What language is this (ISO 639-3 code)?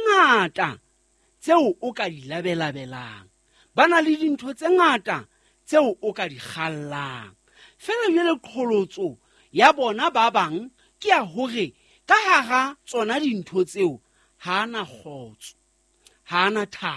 sot